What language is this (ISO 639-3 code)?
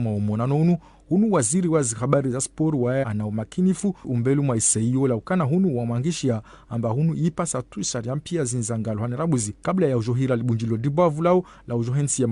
zdj